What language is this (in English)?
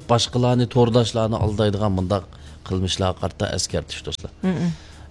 Uyghur